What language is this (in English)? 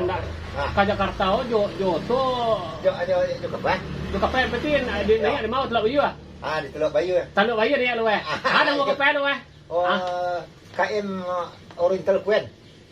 Minangkabau